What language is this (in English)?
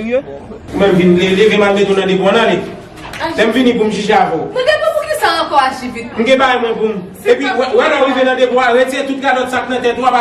Haitian Creole